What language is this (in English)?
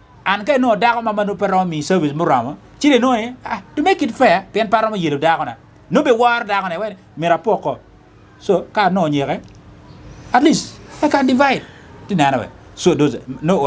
Acoli